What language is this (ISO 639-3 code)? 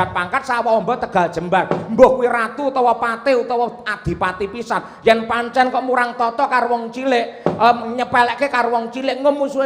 jav